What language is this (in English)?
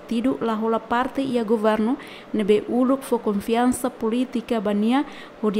Tetum